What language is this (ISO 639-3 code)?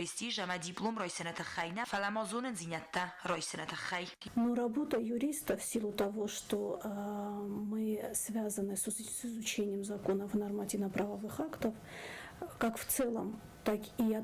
oss